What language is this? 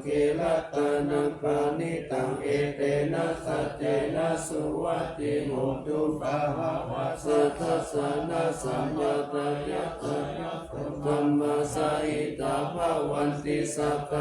Pali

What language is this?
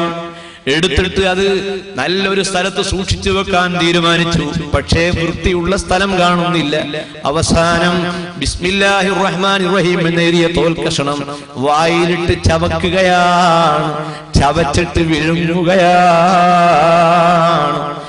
Malayalam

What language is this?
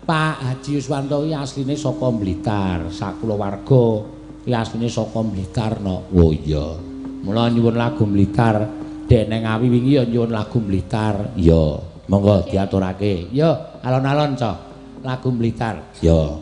Javanese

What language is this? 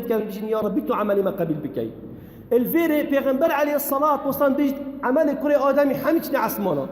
Kurdish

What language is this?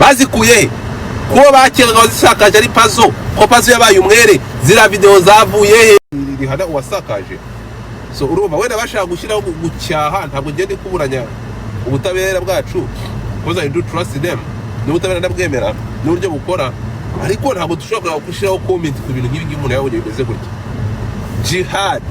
Kinyarwanda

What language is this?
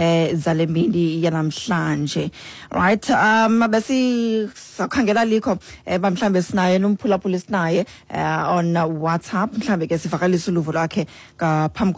Xhosa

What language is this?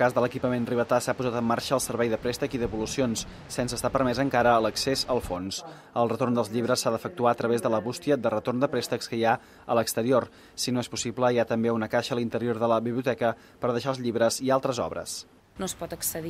Catalan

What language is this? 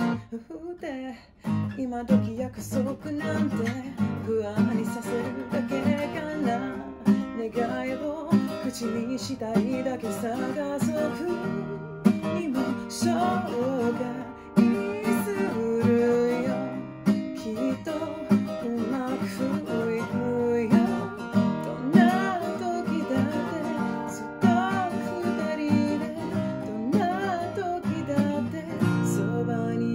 Japanese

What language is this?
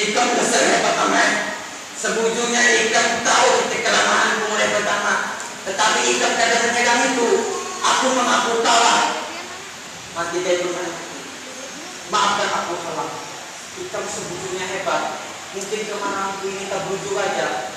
Banjar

